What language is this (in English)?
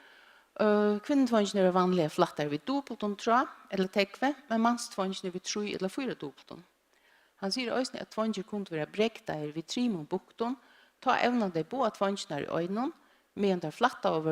Faroese